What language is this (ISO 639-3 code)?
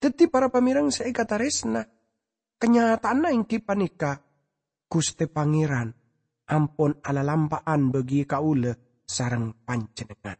mad